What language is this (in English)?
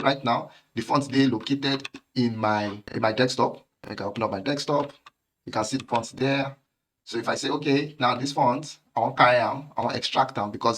Nigerian Pidgin